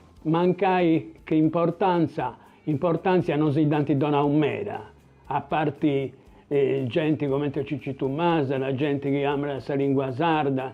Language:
Sardinian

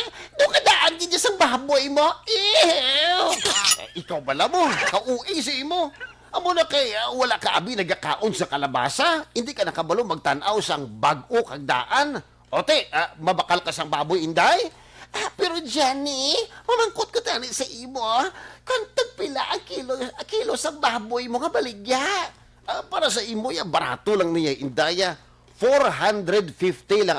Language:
Hiligaynon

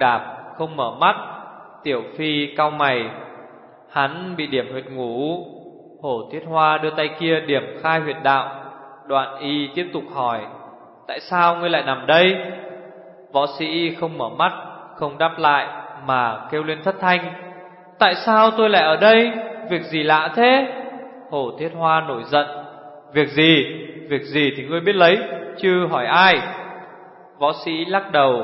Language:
Vietnamese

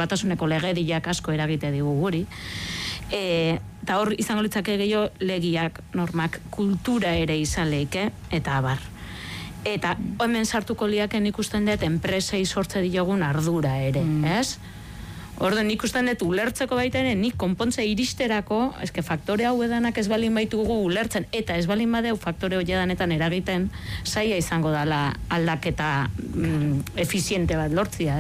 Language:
Basque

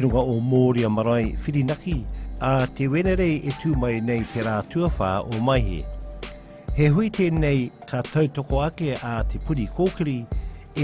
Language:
Māori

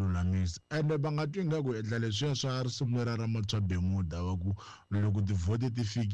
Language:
Tsonga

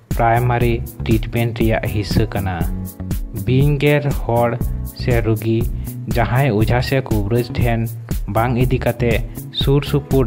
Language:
Santali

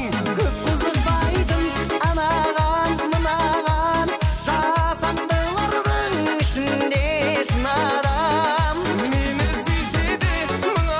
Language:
Kara-Kalpak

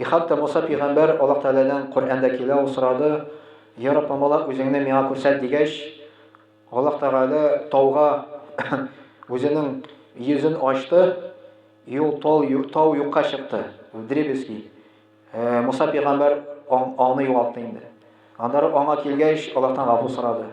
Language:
Tatar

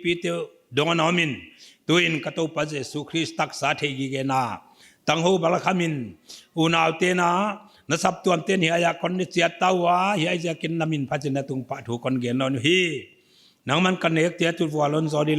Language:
Paite Chin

